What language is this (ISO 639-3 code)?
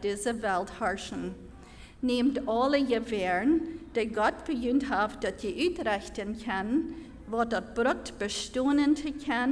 pdt